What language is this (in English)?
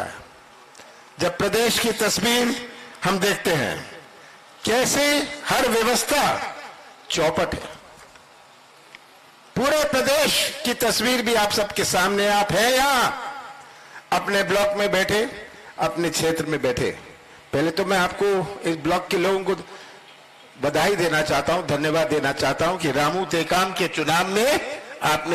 Hindi